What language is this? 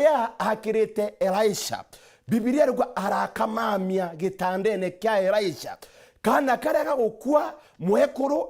Meru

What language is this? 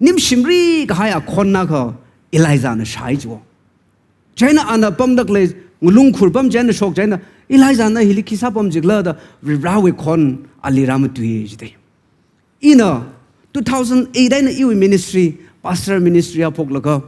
Tangkhul Naga (India)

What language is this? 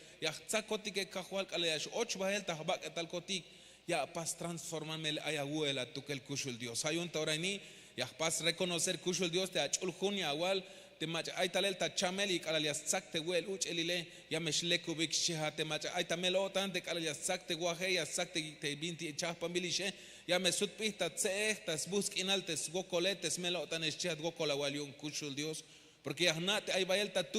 Tzeltal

